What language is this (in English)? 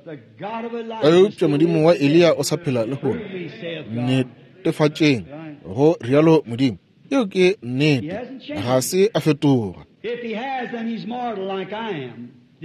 Northern Sotho